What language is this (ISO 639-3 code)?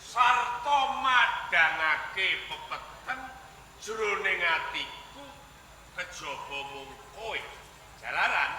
jav